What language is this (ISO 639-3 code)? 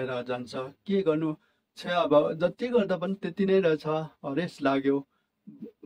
nep